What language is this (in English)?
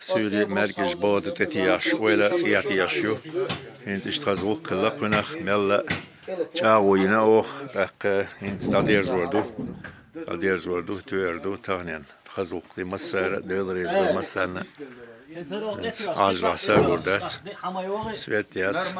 Chechen